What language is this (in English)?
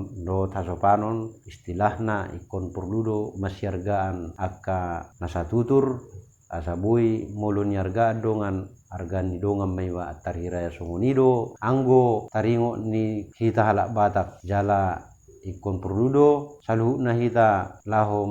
Batak Toba